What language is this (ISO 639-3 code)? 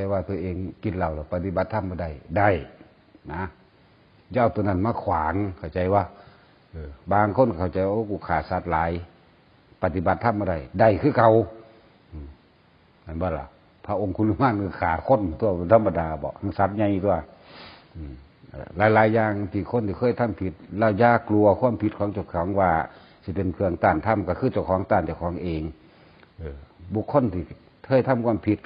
tts